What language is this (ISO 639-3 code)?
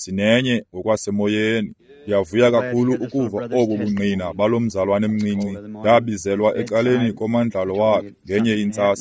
xho